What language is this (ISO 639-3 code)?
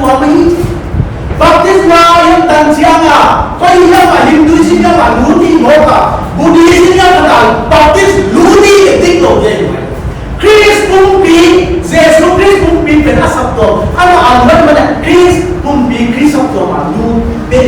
pck